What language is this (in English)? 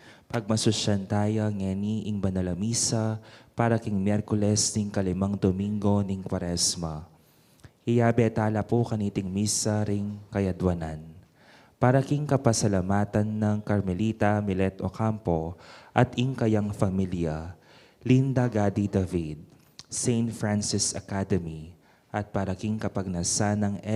Pampanga